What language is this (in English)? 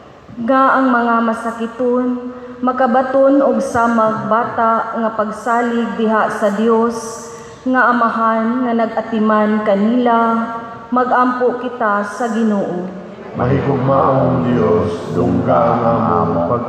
Cebuano